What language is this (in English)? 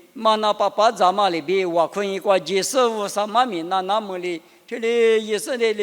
Lisu